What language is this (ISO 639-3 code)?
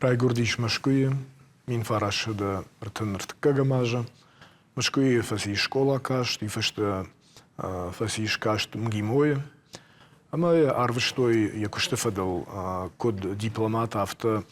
oss